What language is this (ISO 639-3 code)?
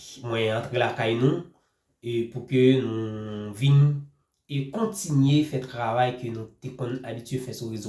hat